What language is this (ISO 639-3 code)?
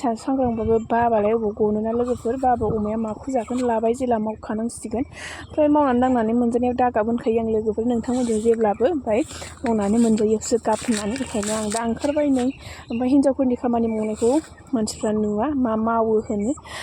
brx